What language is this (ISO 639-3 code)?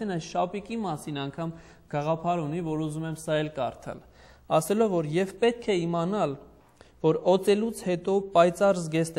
hye